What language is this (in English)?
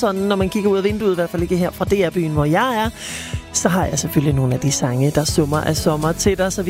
Danish